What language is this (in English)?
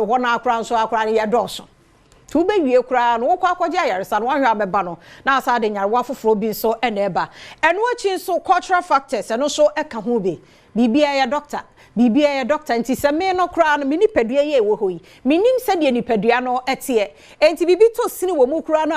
Akan